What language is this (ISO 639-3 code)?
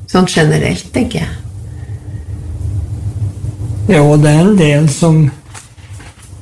nor